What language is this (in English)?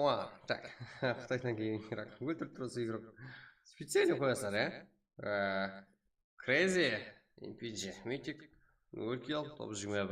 Kara-Kalpak